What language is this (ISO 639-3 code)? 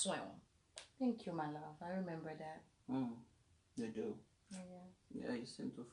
hat